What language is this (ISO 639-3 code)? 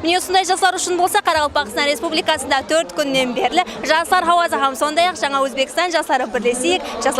kaa